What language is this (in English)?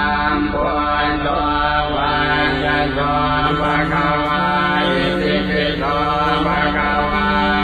Pali